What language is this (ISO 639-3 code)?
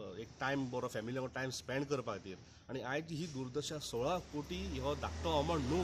kok